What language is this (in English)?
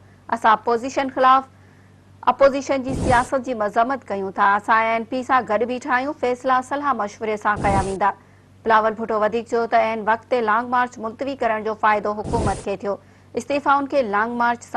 Sindhi